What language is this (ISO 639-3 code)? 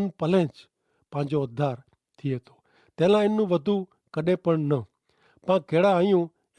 kfr